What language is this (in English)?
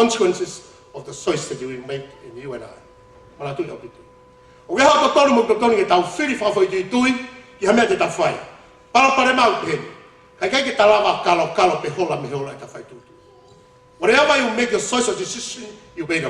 Tongan